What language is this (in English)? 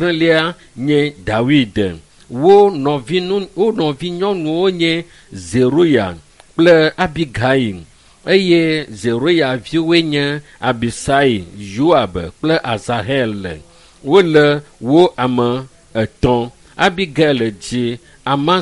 Ewe